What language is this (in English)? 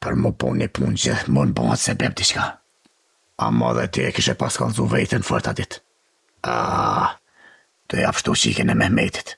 Albanian